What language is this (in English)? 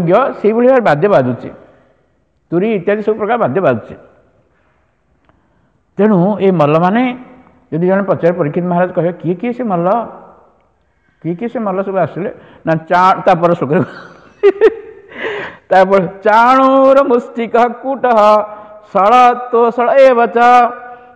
Odia